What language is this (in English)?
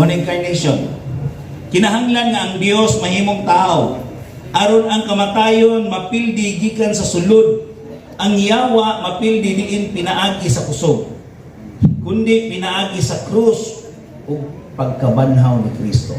Cebuano